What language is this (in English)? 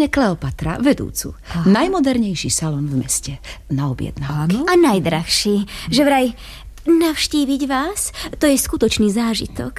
Slovak